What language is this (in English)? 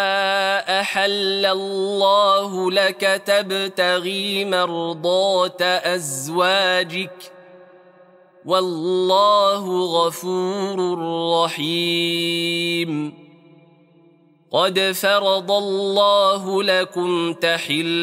Arabic